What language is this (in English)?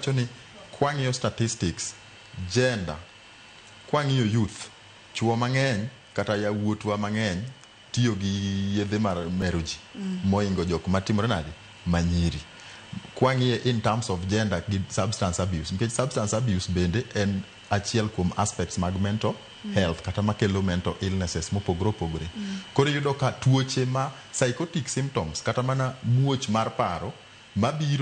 Luo (Kenya and Tanzania)